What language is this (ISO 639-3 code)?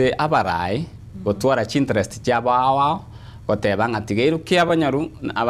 guz